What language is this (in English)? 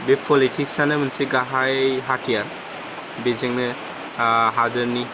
Bodo